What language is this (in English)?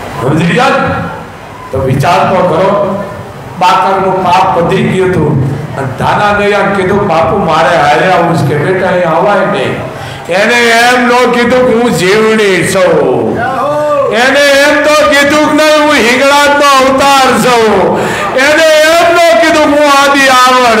Gujarati